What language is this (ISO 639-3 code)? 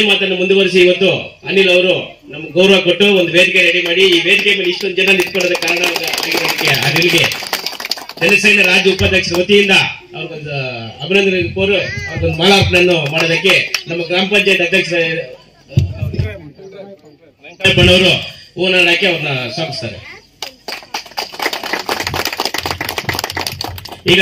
kan